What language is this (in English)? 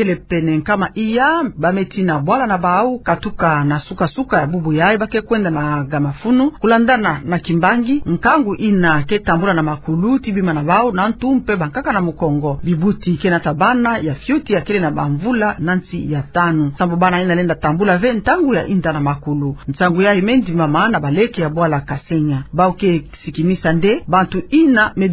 Kituba (Democratic Republic of Congo)